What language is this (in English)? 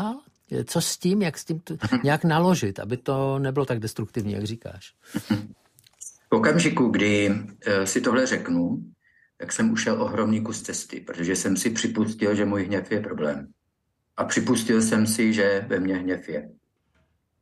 Czech